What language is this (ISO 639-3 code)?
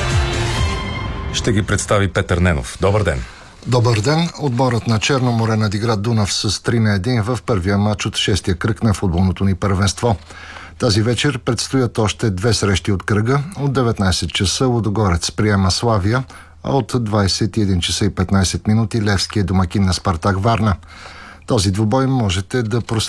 bul